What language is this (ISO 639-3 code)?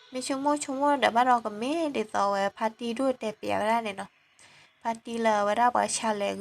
ksw